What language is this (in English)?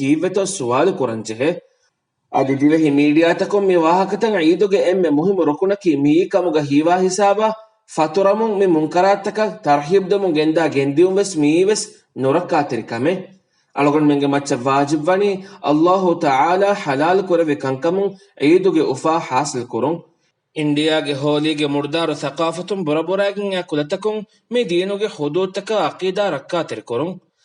Divehi